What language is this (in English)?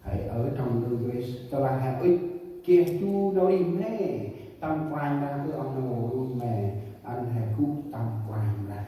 Central Mnong